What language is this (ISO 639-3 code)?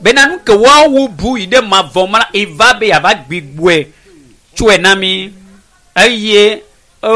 ewe